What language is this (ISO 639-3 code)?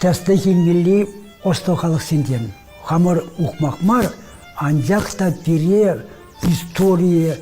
chv